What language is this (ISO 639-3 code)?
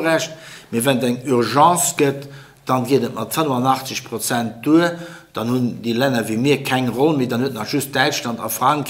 ltz